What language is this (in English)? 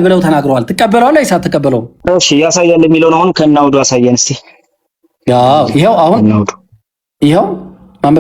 Amharic